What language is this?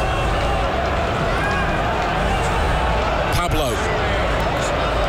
English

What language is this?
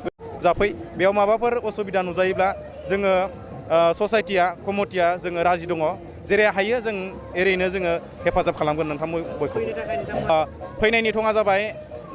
Bodo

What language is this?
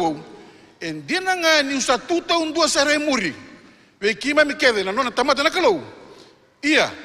Fijian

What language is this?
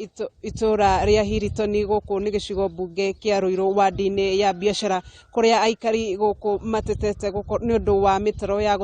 Kikuyu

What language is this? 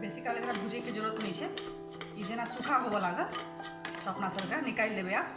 Maithili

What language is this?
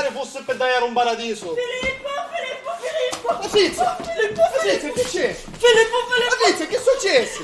Sicilian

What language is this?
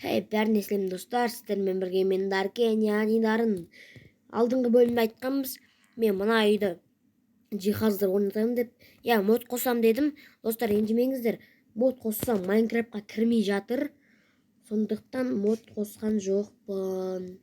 Kazakh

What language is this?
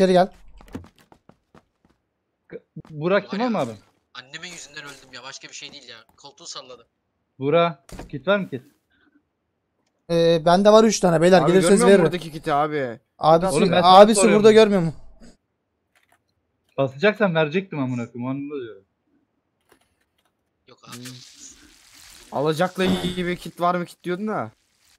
Turkish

